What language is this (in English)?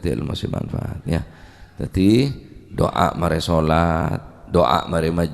Madurese